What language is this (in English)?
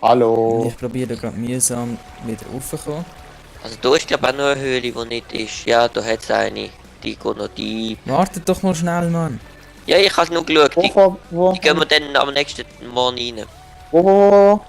Swiss German